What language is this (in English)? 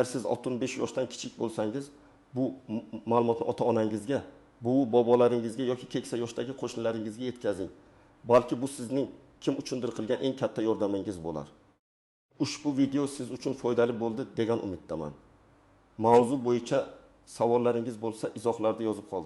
Uzbek